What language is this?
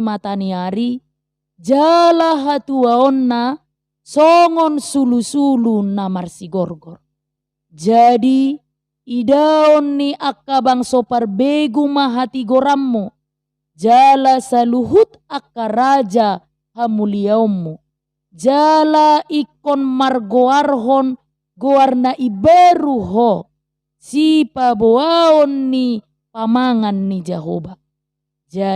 Batak Toba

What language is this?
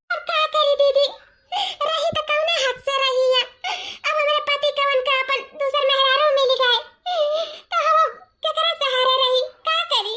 Awadhi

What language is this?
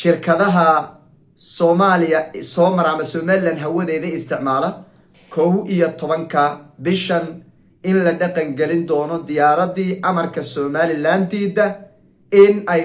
Somali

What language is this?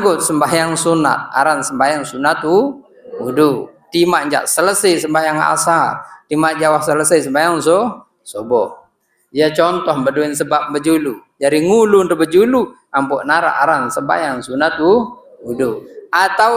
Sasak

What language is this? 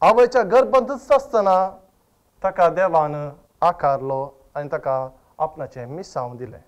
Konkani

